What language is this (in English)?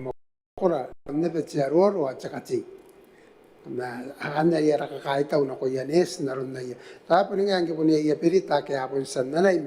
Gilbertese